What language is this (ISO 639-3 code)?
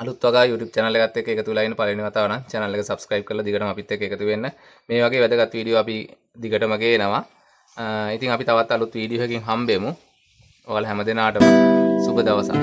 sin